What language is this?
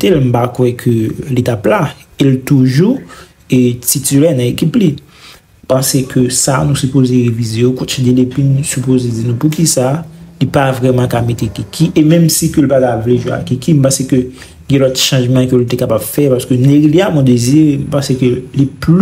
Haitian Creole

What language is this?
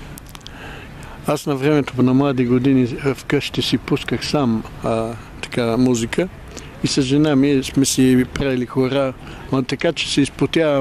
Bulgarian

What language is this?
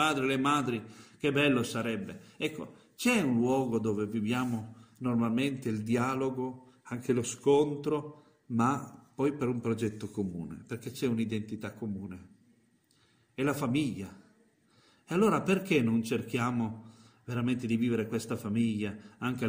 Italian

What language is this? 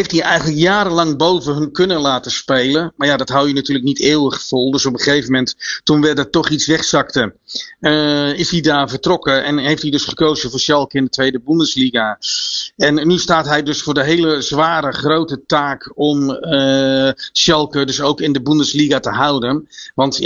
Dutch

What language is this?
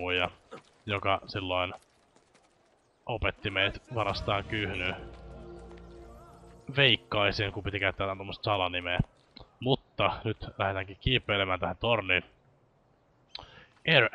Finnish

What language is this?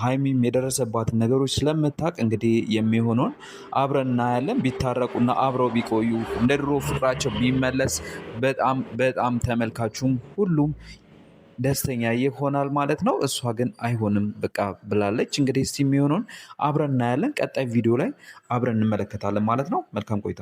Amharic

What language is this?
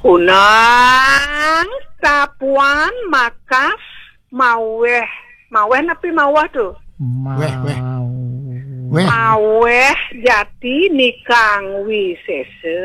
Balinese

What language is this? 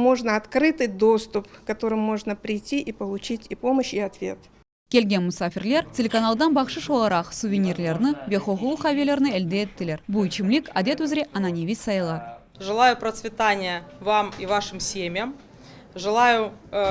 Crimean Tatar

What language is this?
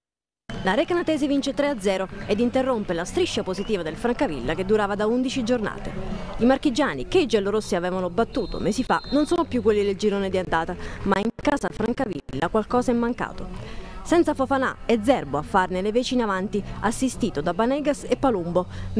Italian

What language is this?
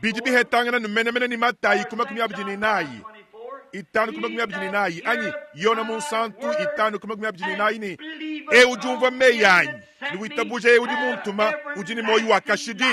Luba-Lulua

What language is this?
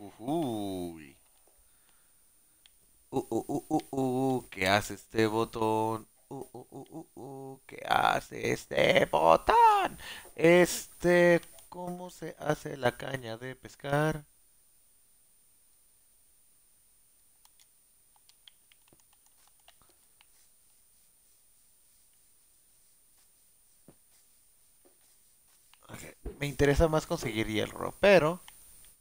Spanish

